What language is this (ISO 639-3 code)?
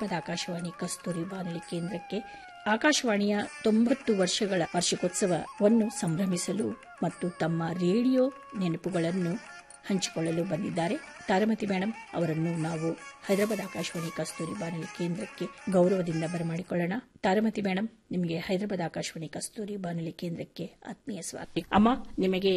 kan